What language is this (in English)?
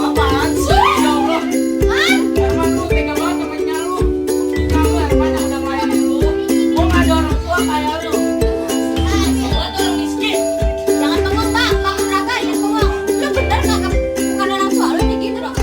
Betawi